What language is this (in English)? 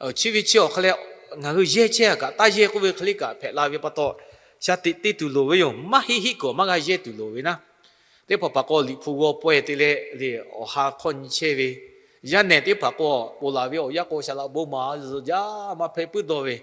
Lahu